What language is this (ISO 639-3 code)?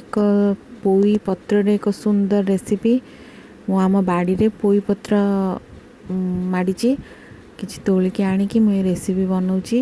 ori